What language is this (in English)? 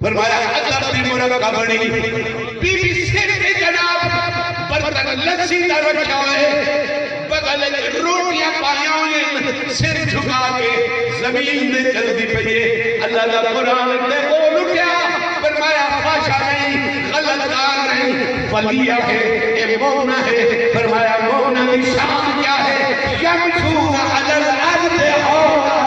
Saraiki